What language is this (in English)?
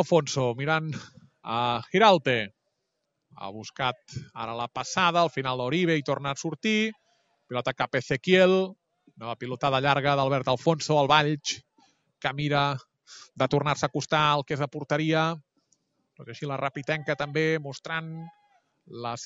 Catalan